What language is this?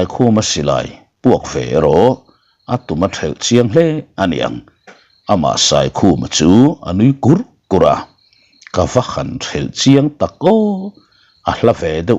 Mizo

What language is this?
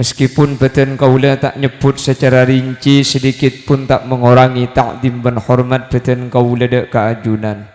Madurese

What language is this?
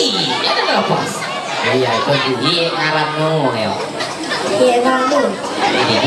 Ma'anyan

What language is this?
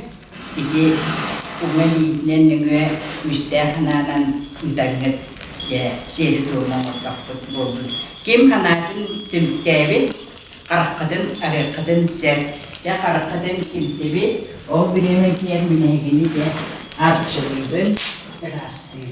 Yakut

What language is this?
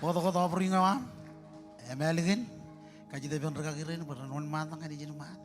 Marshallese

